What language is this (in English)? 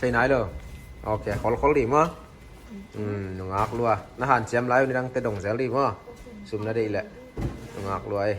Tedim Chin